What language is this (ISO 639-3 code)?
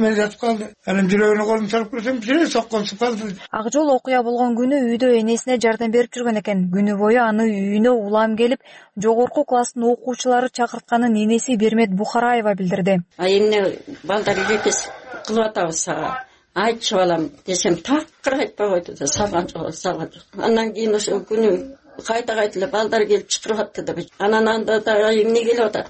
kir